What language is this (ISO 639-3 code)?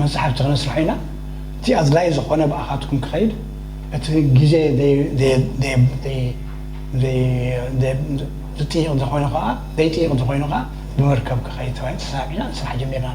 tir